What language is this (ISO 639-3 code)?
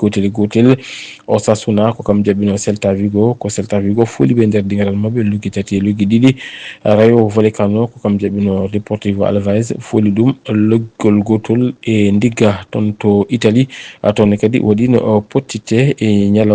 ful